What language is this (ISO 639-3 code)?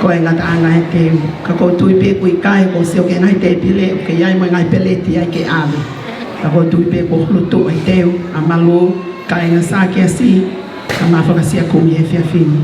ton